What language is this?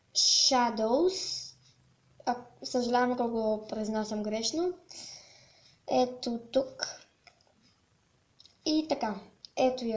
Bulgarian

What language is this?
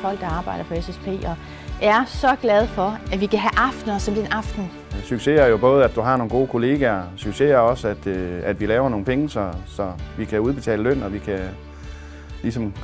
Danish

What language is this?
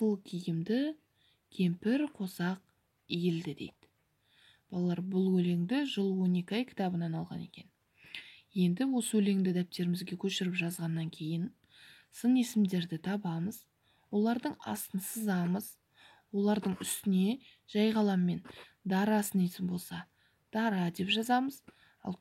Kazakh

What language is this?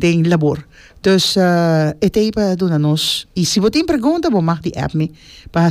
Papiamento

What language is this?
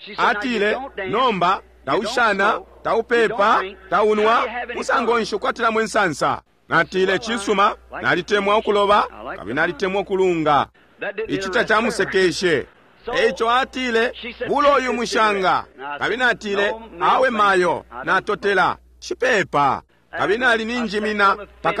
Bemba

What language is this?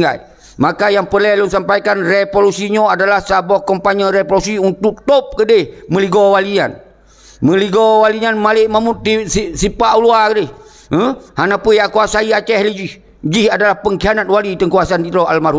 Achinese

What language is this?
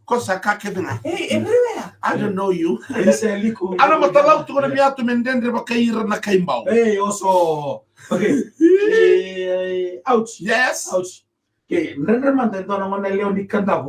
Fijian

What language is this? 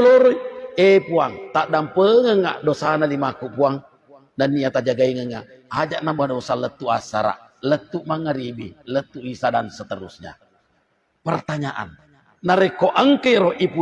Buginese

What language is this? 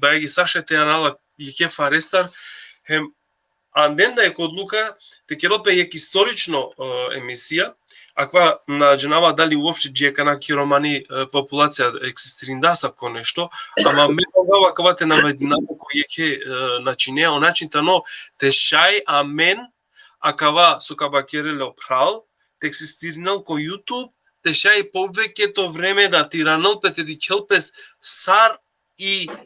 Balkan Romani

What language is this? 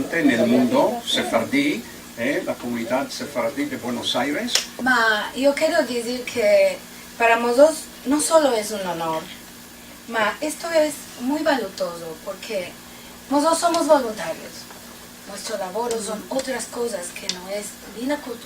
Ladino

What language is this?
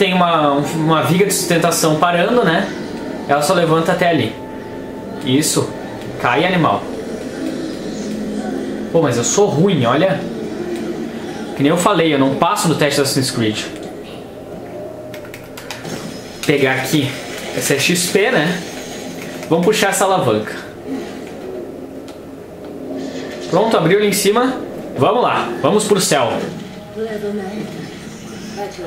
Portuguese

